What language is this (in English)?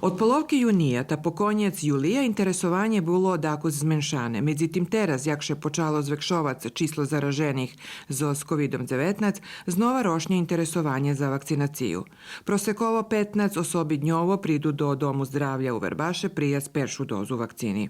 Rusyn